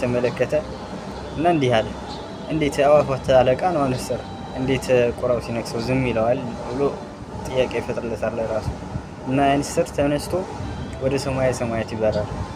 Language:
Amharic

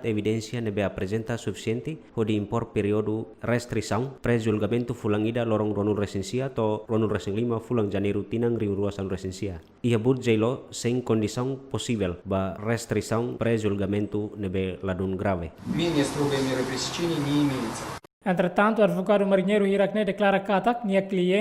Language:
Tetum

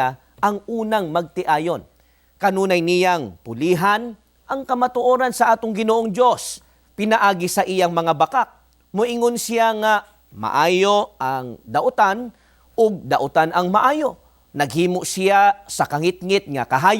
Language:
Cebuano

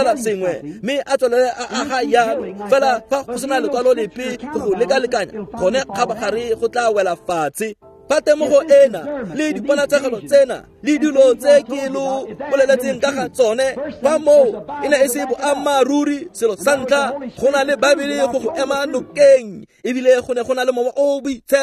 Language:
Tswana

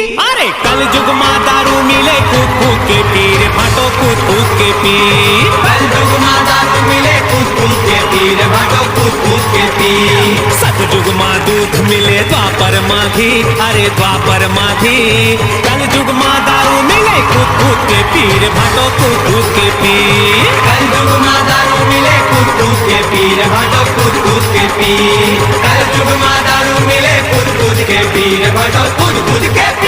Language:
Chhattisgarhi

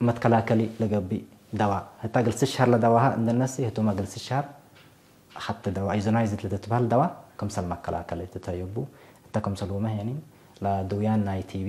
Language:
Tigre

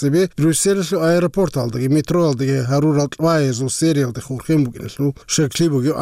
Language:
Avaric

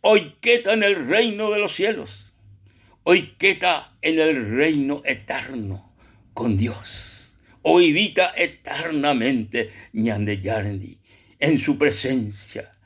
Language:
Guarani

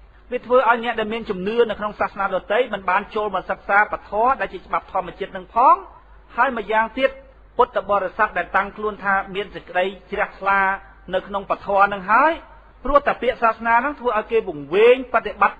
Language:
Khmer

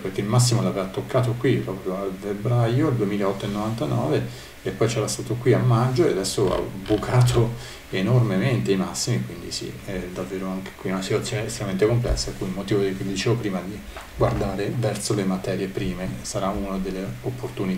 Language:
Italian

